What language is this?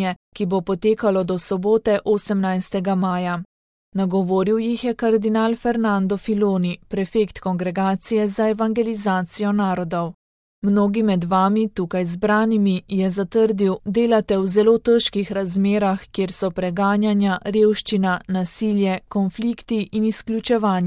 Slovenian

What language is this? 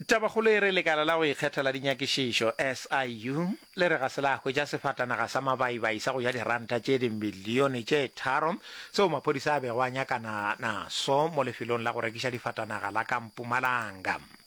Northern Sotho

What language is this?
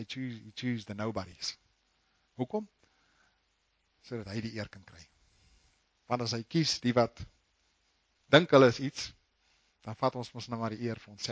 Afrikaans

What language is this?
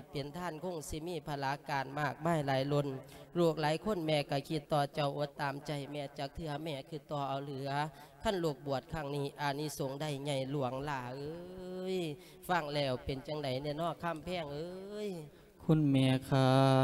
Lao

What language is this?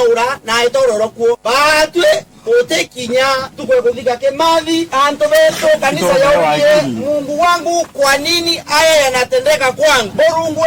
Meru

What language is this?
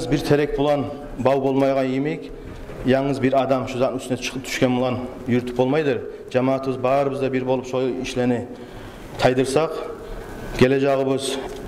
Kumyk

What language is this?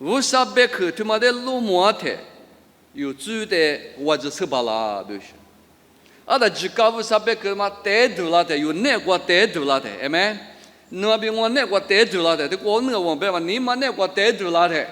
Lisu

